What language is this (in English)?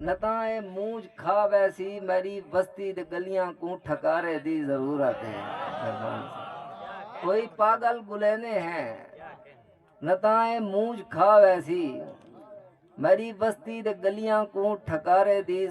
Saraiki